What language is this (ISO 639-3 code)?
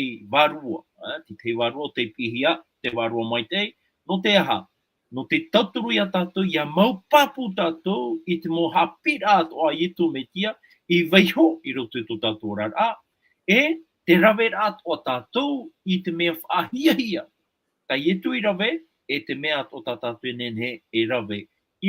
tah